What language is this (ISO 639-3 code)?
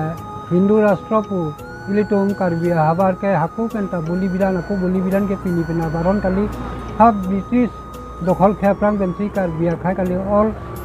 mjw